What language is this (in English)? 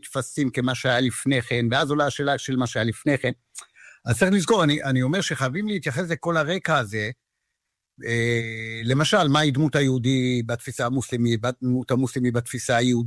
Hebrew